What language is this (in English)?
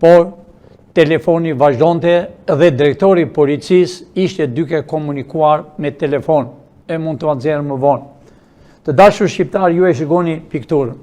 Albanian